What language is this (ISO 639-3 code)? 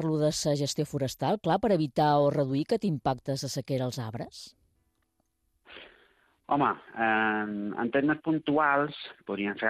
cat